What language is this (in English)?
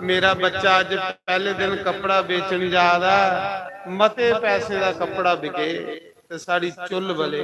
Dogri